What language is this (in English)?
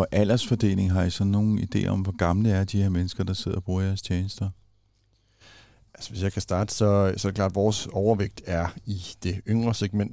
Danish